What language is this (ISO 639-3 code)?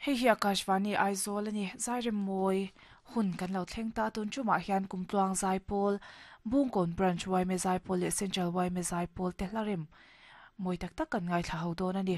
lus